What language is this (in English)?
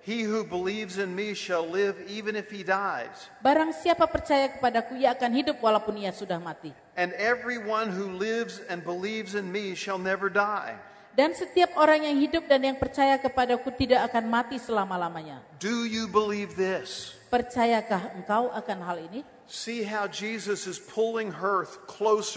Indonesian